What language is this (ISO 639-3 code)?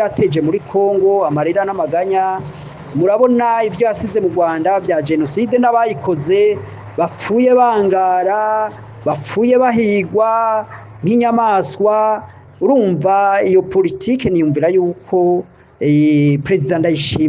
run